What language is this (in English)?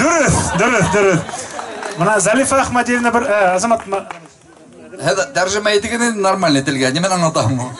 Bashkir